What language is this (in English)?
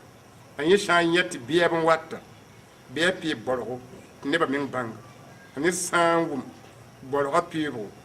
Mossi